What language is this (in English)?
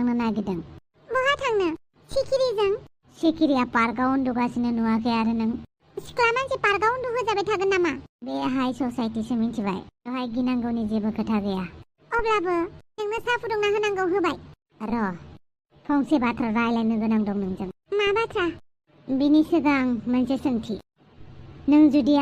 Bodo